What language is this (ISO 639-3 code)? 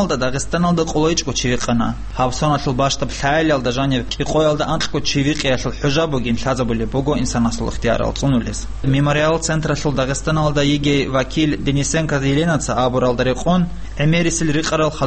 ava